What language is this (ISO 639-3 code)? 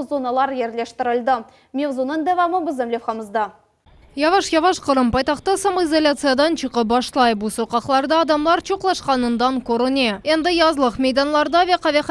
crh